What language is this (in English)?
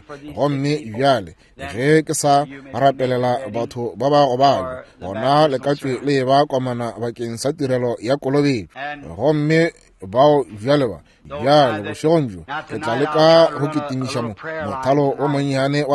Northern Sotho